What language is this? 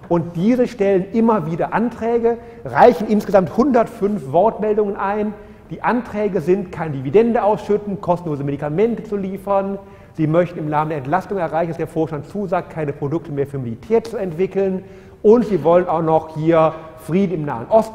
German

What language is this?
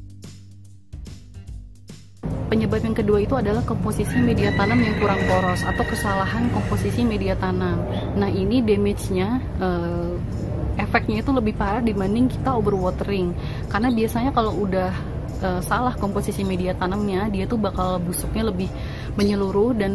Indonesian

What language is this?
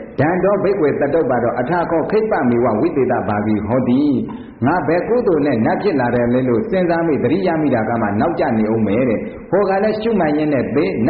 Burmese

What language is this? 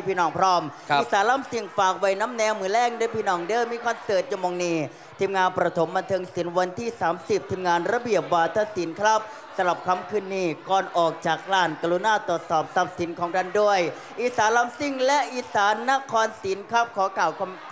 Thai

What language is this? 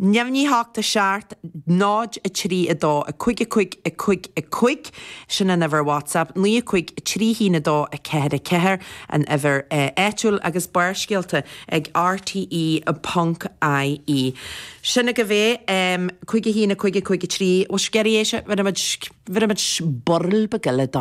Irish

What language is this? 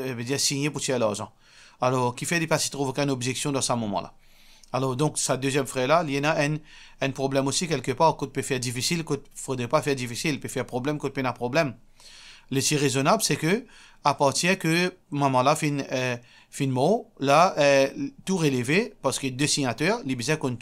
Morisyen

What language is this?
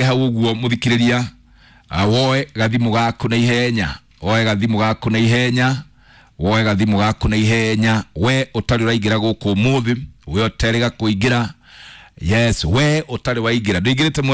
Kikuyu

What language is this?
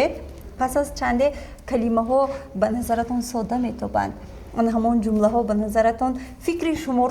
Tajik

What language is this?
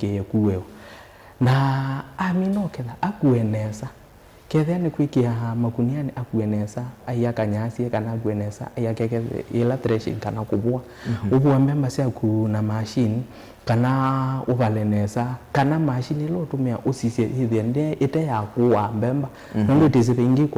Kamba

